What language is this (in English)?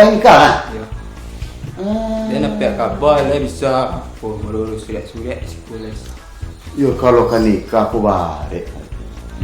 Minangkabau